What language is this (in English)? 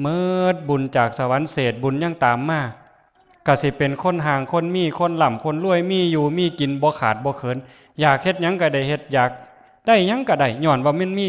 Northeastern Thai